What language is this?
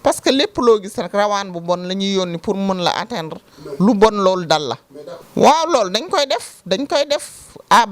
Wolof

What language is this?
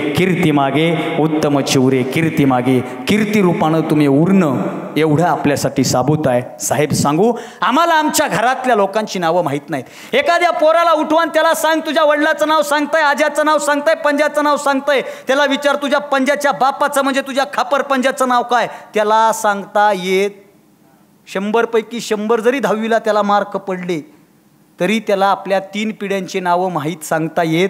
Marathi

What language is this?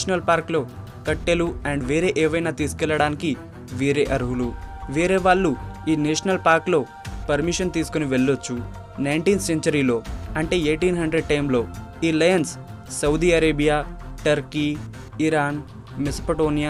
Telugu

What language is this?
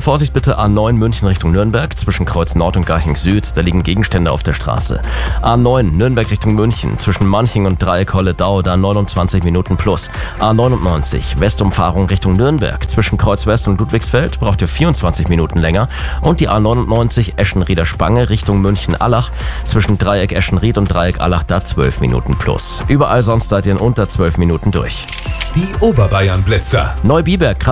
German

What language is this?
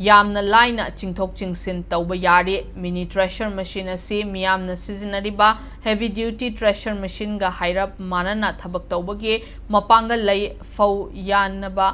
Manipuri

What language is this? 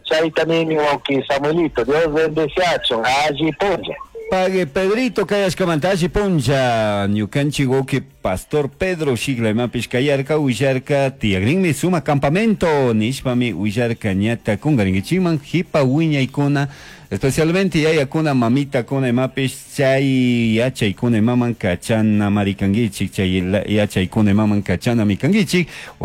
Chimborazo Highland Quichua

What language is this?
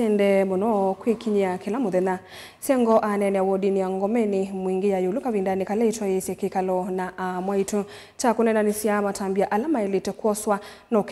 Kamba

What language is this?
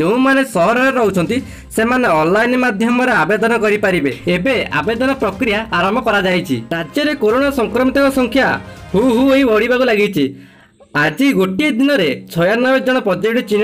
Odia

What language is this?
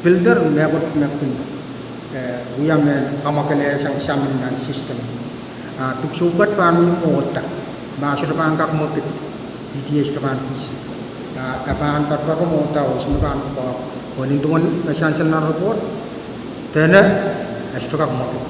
Pohnpeian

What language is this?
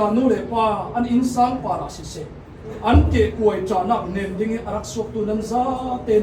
Falam Chin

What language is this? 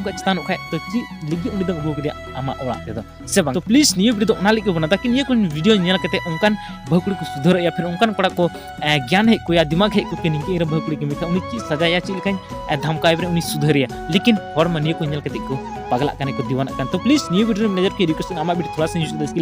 Santali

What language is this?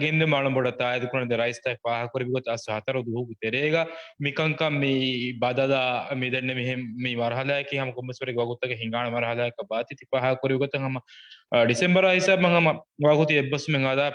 Divehi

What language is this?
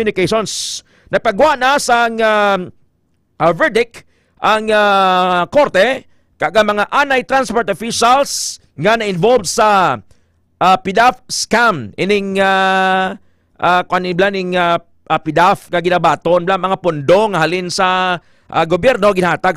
Hiligaynon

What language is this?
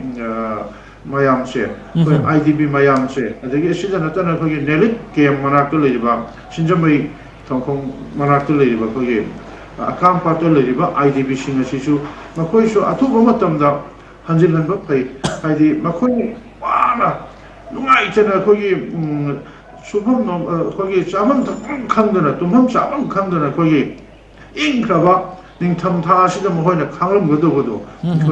Manipuri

